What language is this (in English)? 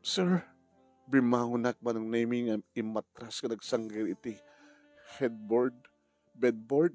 Iloko